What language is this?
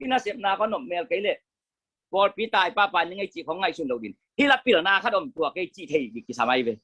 Tedim Chin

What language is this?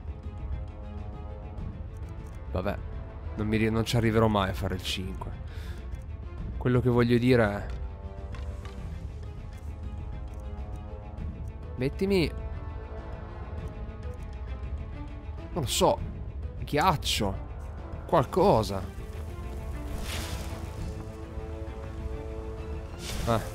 Italian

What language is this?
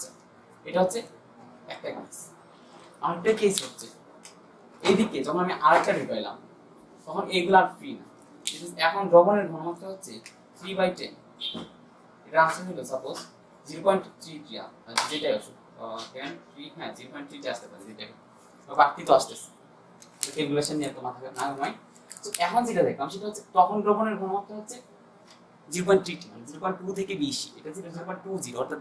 Bangla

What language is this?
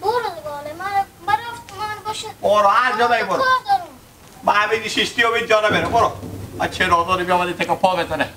Hazaragi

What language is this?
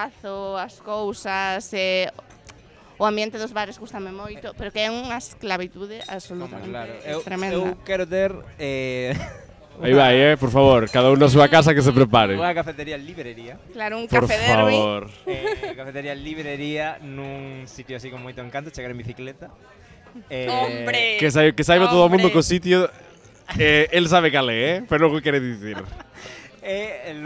Galician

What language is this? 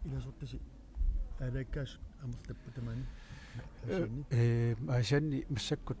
Kalaallisut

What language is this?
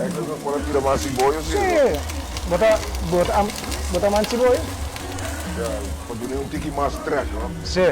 Papiamento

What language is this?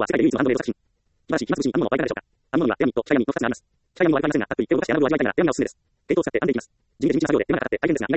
Japanese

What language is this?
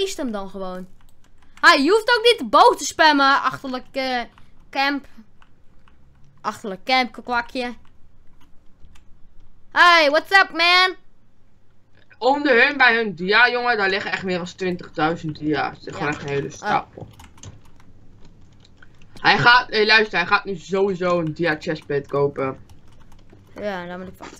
Dutch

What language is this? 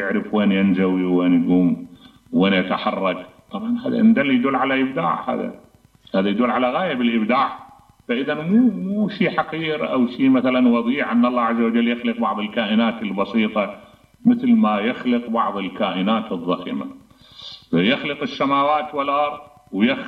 Mesopotamian Arabic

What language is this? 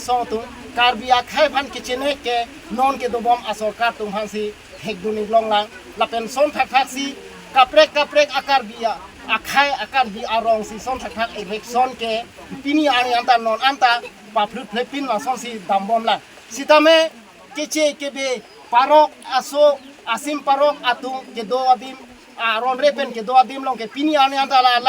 Karbi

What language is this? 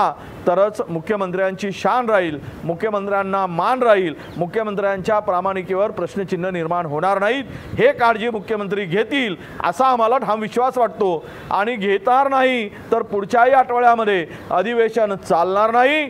Marathi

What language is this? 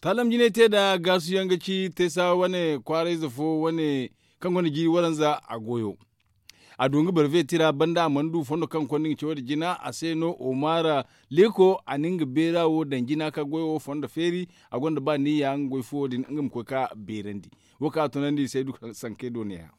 Zarma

